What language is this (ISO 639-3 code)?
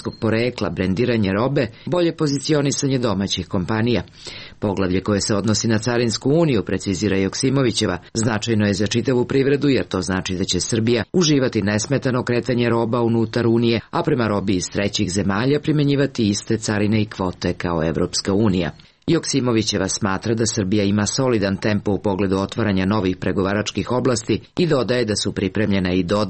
srp